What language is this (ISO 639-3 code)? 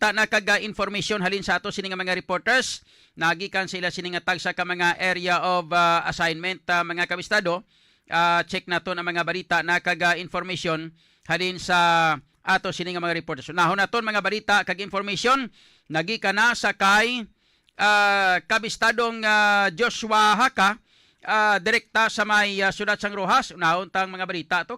hil